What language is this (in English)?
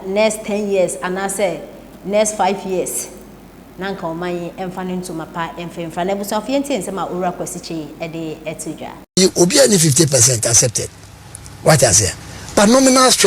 Akan